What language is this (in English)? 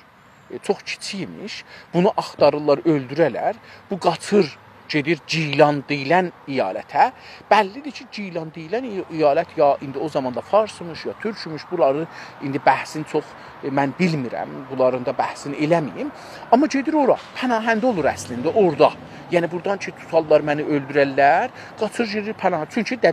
South Azerbaijani